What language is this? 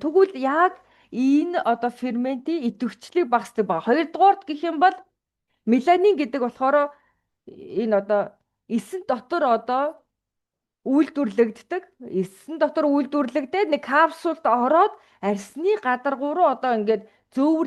Mongolian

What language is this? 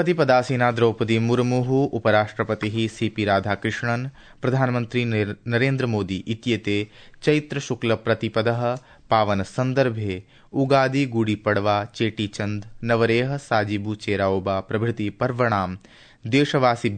Sanskrit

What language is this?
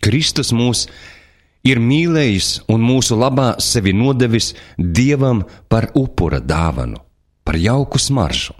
Latvian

